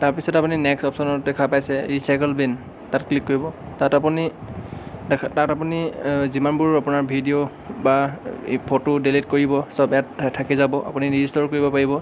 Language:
Assamese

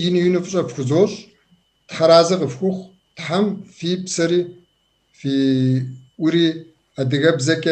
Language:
Kabardian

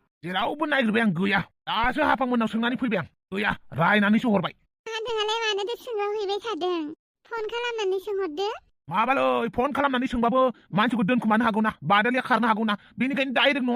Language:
Bodo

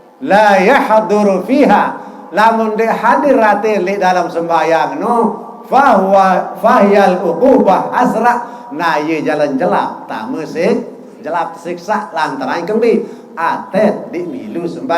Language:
Sasak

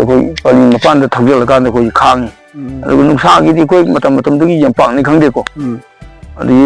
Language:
Manipuri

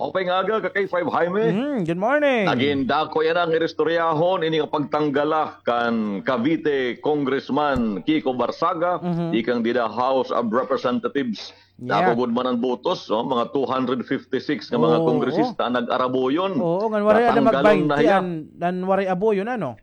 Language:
Waray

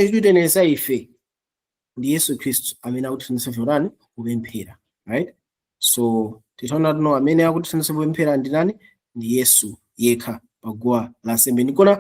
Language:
Nyanja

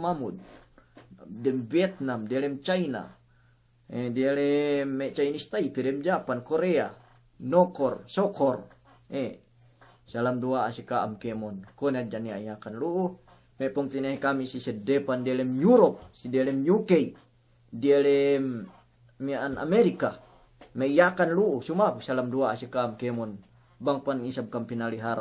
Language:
Yakan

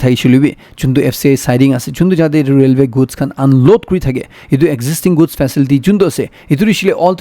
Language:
Naga Pidgin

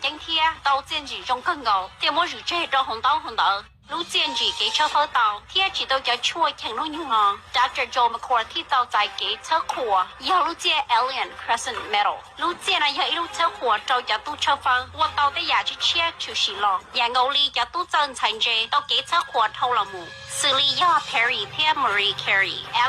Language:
Hmong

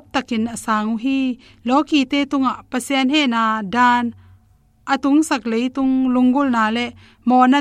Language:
Tedim Chin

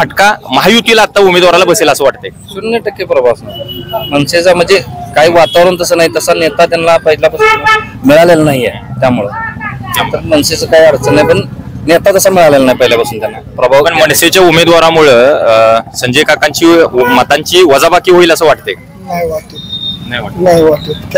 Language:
Marathi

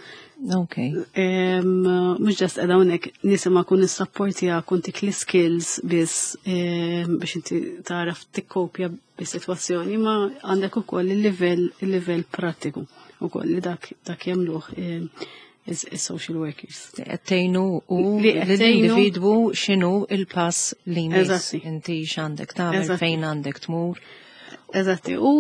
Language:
Maltese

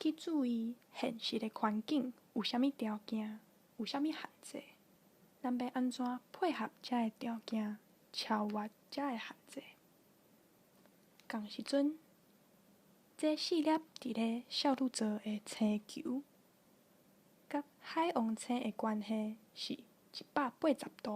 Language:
Min Nan Chinese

